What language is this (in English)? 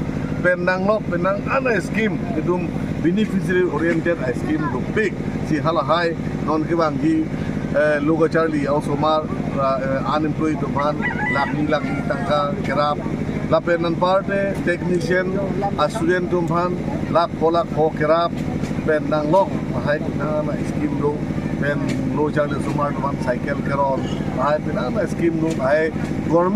Karbi